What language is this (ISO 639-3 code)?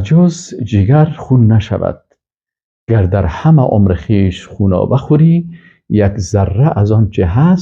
fas